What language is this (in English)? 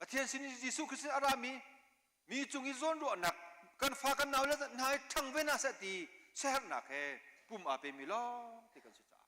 Hakha Chin